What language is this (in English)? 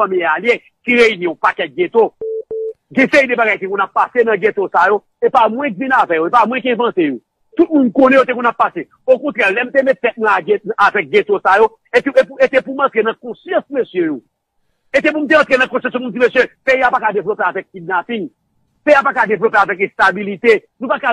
Haitian Creole